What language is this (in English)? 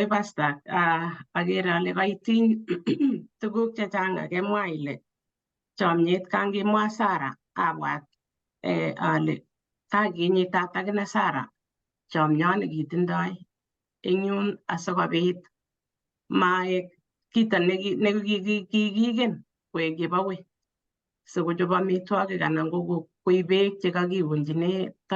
Kalenjin